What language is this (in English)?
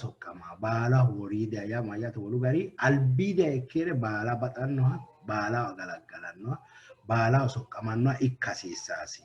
Sidamo